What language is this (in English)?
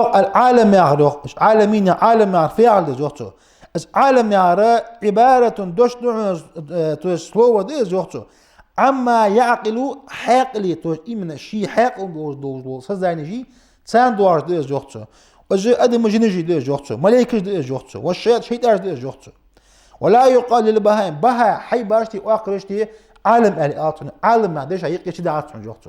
Ingush